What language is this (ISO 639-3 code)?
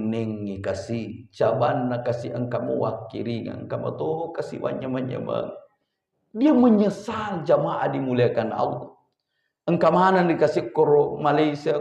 bug